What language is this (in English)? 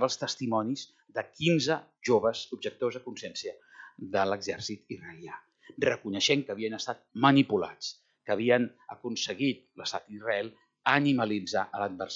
Catalan